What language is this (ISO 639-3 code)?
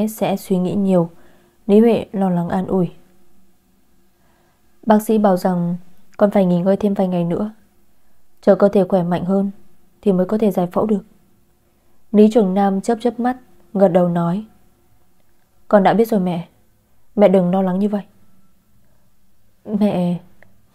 vie